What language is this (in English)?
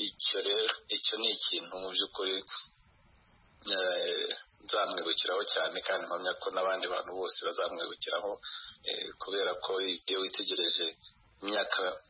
Kinyarwanda